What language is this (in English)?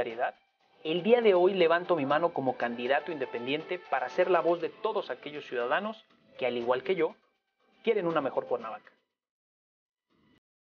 Spanish